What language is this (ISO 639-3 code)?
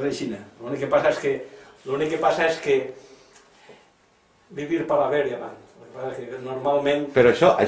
cat